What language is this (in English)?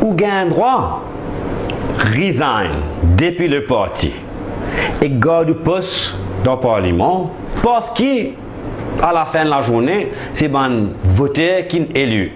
Morisyen